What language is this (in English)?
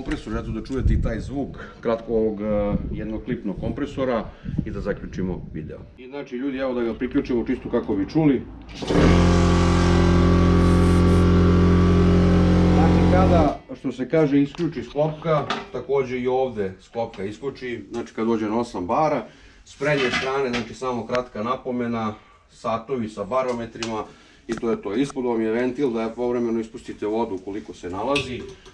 Serbian